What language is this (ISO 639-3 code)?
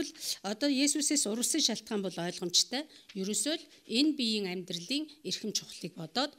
mon